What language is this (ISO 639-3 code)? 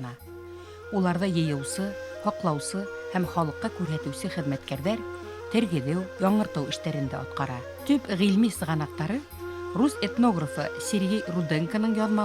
bak